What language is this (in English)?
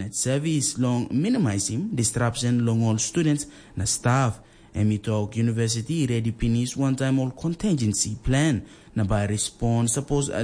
Tok Pisin